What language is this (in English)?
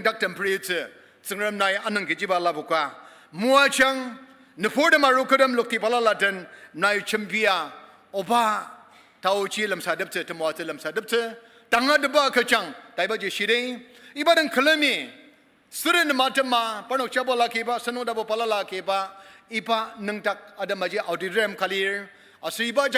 Ao Naga